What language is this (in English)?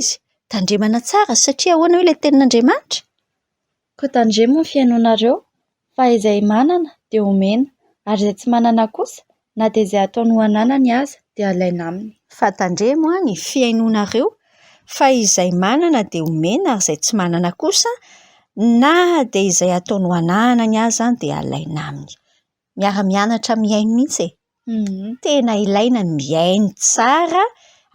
Malagasy